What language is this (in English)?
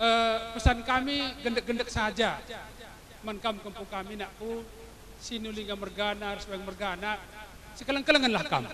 Batak Karo